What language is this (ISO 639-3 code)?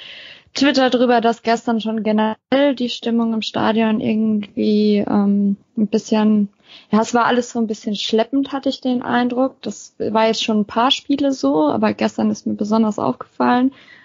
deu